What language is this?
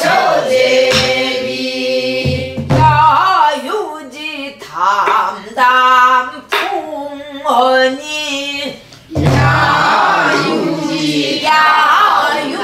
Korean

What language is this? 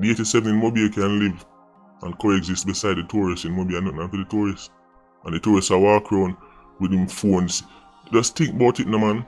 Jamaican Creole English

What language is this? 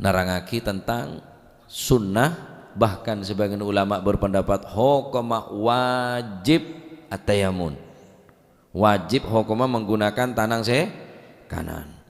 Madurese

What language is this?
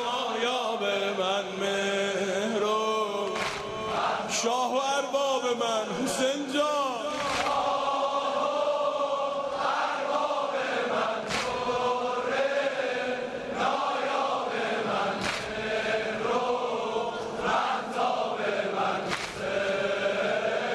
Persian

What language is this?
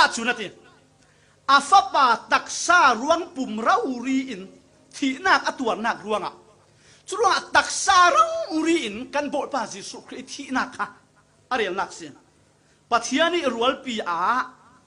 Falam Chin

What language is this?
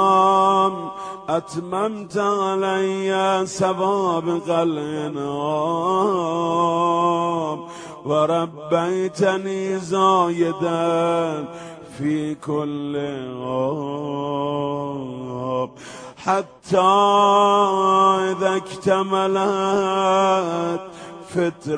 Persian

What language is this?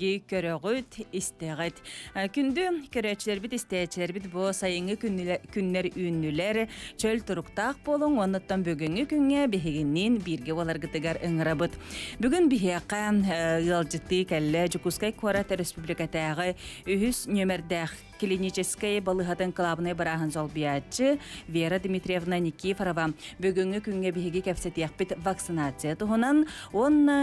Yakut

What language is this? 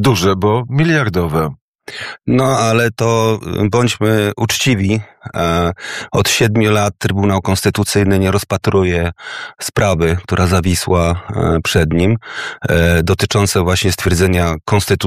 Polish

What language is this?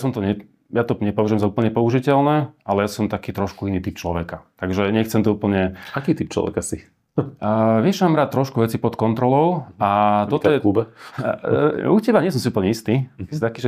Slovak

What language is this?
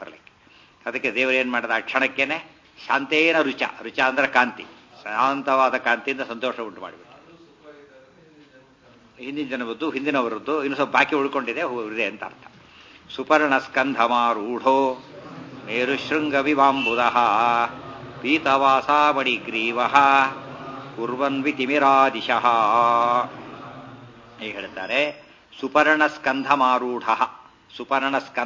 Kannada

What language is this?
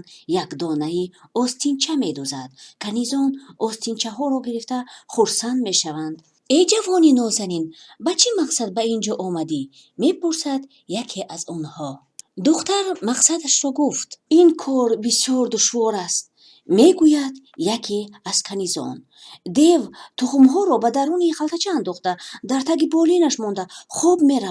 Tajik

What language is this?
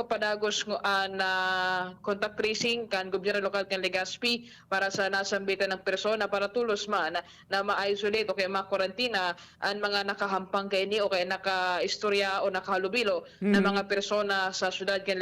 Bikol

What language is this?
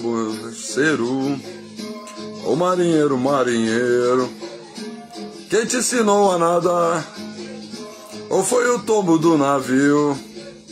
Portuguese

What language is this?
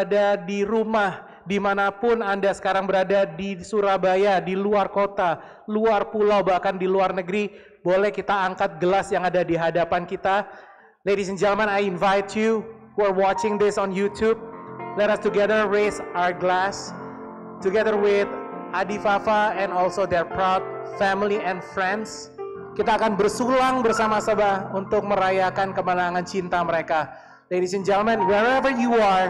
Indonesian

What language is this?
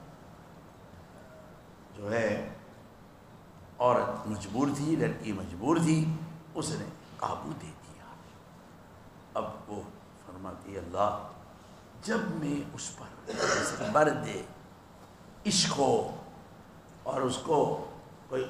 Urdu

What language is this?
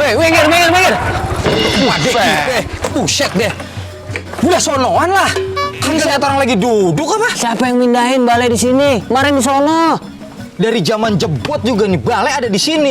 Betawi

